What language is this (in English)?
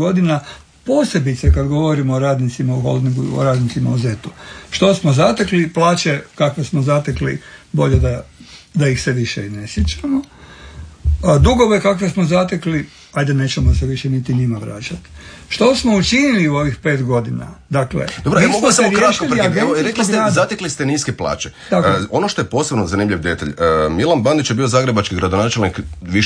Croatian